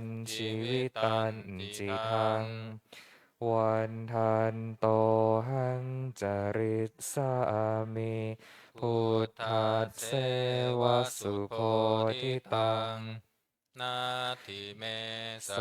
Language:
Pali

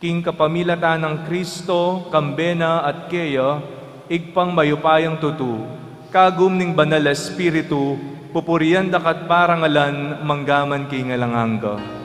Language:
Pampanga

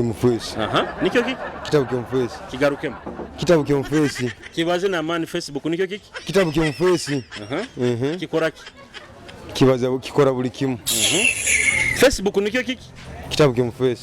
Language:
Nyoro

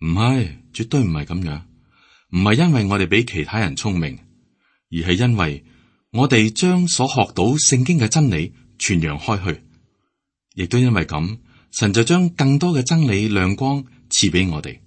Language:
Cantonese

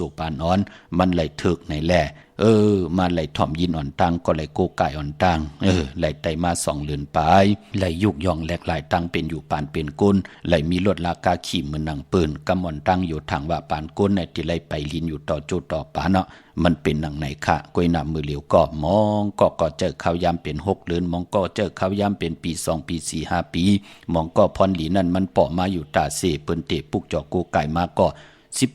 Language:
Shan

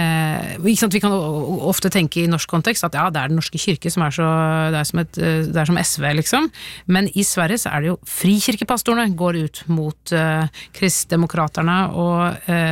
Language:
Norwegian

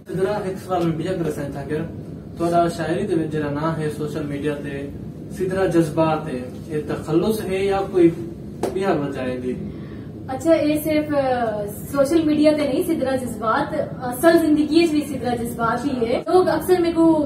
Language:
Saraiki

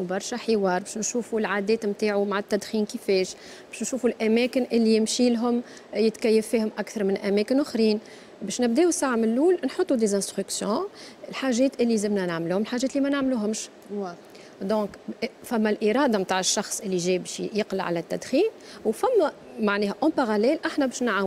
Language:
Tunisian Arabic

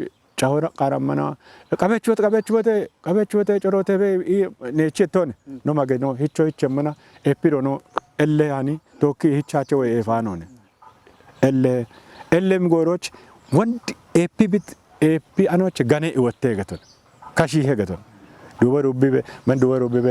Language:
Kafa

